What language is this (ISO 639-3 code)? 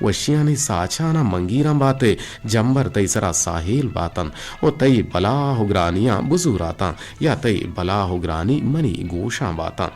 bgp